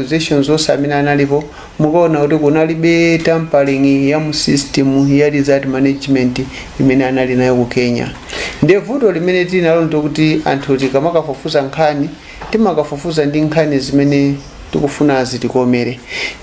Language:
Nyanja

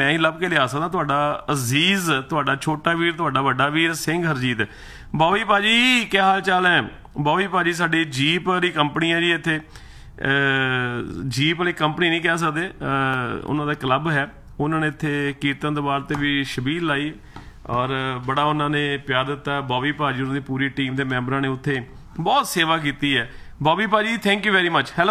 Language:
Punjabi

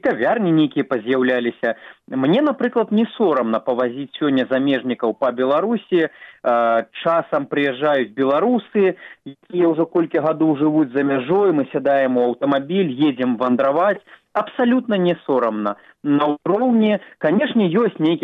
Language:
Belarusian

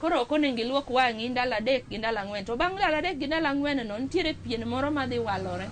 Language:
Luo (Kenya and Tanzania)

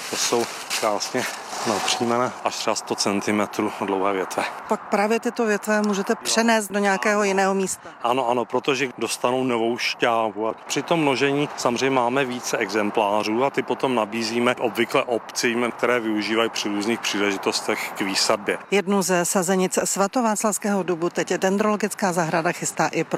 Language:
Czech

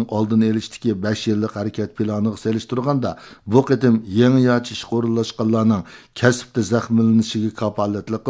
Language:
Uyghur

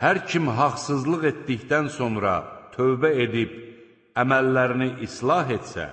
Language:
Azerbaijani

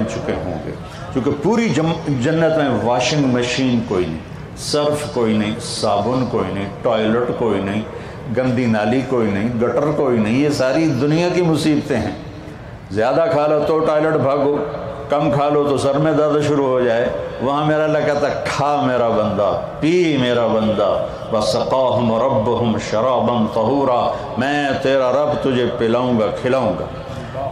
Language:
Urdu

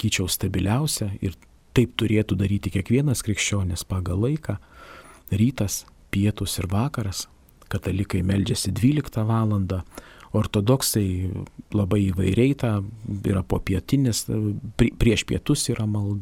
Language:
Lithuanian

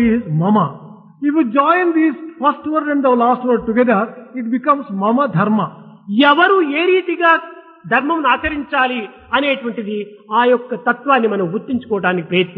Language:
Telugu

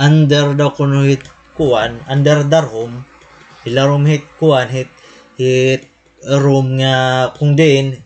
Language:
Waray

